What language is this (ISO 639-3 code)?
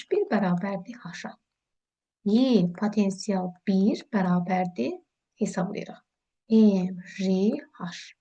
aze